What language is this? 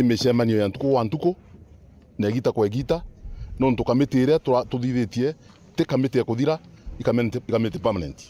Meru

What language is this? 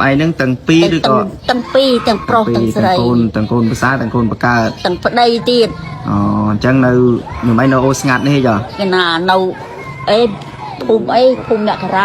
Khmer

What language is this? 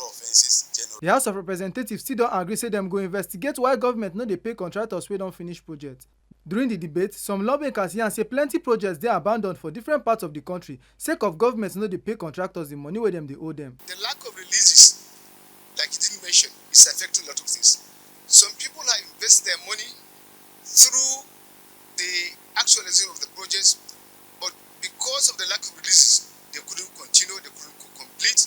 Nigerian Pidgin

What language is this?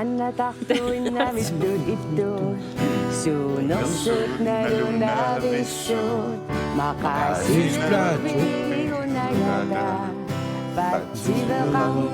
Kalaallisut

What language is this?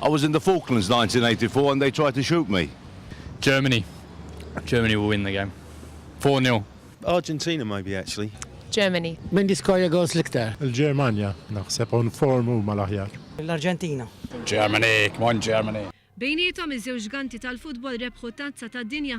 Maltese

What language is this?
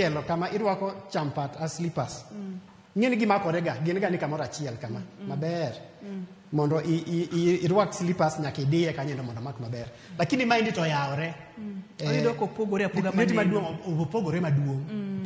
Luo (Kenya and Tanzania)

